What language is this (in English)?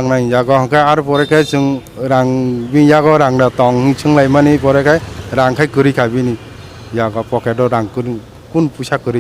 Kok Borok